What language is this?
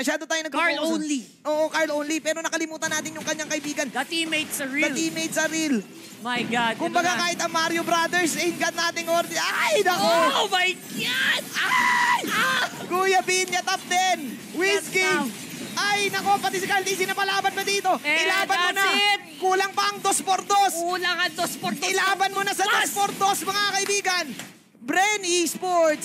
Filipino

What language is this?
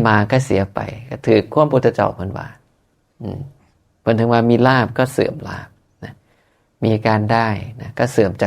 Northeastern Thai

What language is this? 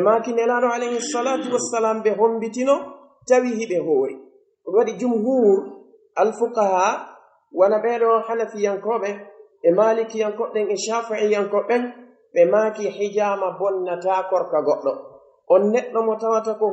Pular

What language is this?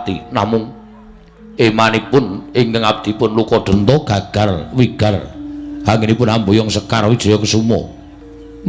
Javanese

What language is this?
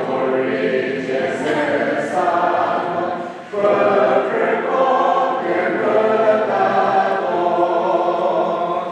Chokri Naga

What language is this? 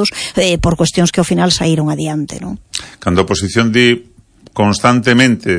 Galician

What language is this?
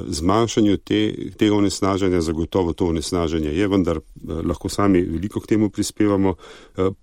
Slovenian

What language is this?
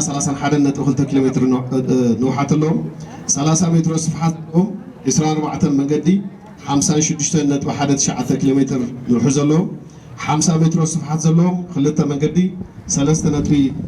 Tigrinya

